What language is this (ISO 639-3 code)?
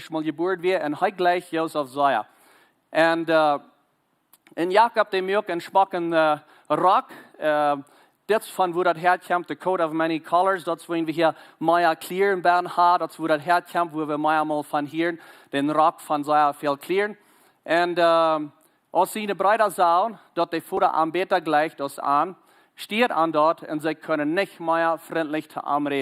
pdt